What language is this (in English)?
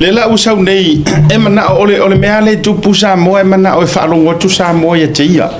Samoan